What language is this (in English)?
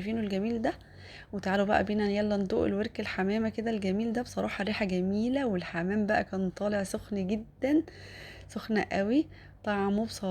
Egyptian Arabic